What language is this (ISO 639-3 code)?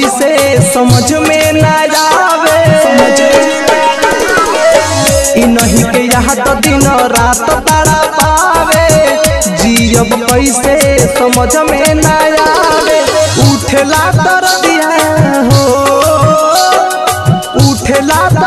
bho